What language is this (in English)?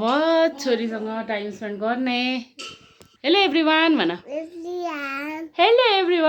Nepali